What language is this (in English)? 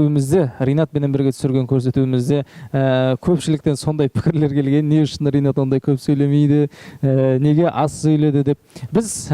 Kara-Kalpak